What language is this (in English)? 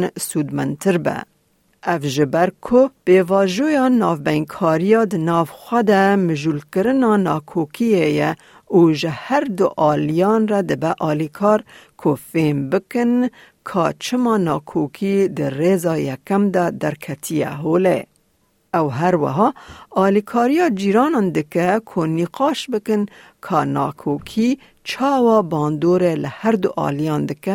Kurdish